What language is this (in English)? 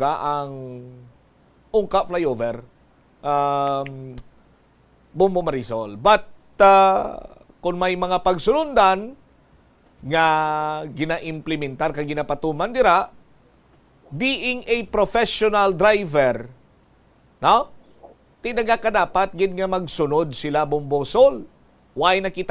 Hiligaynon